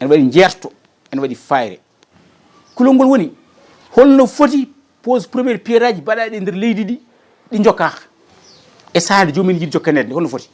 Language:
Fula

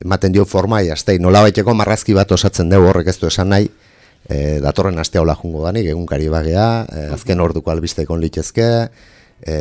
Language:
Basque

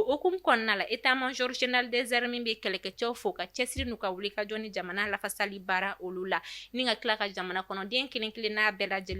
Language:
Bambara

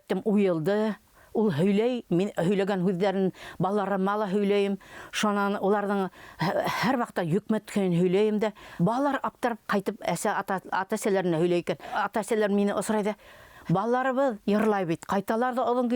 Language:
Bashkir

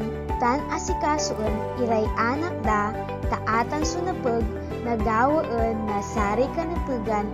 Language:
Pangasinan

